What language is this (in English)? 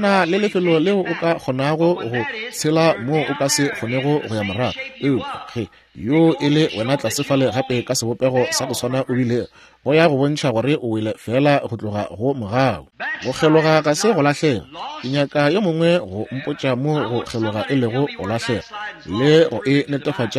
Northern Sotho